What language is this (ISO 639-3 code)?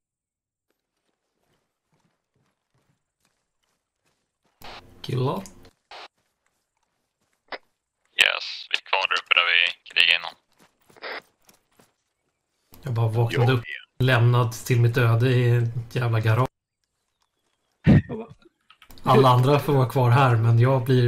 swe